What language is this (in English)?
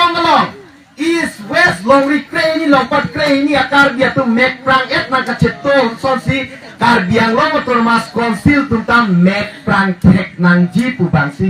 Karbi